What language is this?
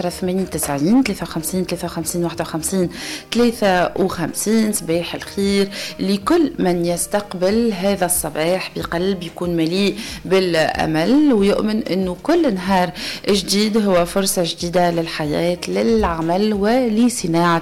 Tunisian Arabic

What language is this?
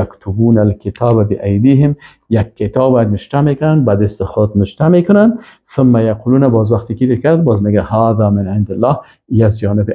Persian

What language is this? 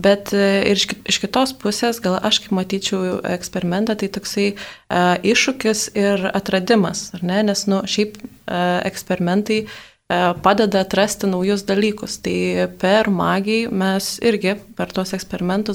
Lithuanian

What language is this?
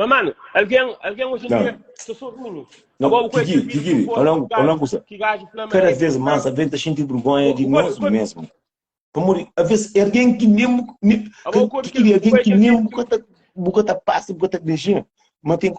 Kabuverdianu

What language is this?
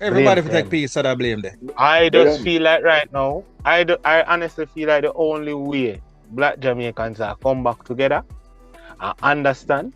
Jamaican Creole English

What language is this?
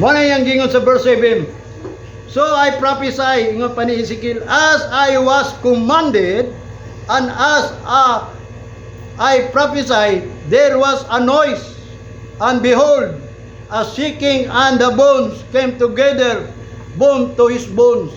Cebuano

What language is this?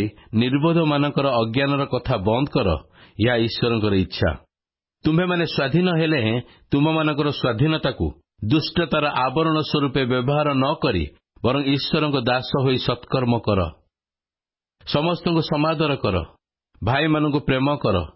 Odia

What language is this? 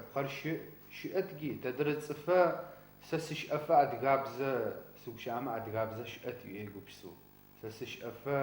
Adyghe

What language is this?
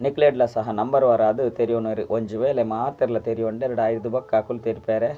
Tulu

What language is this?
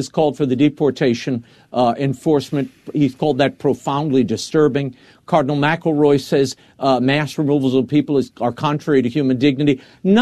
English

